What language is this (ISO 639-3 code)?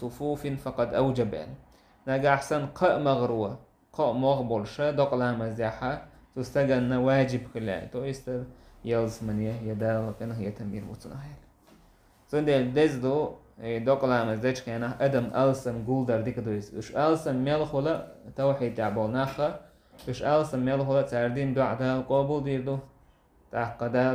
che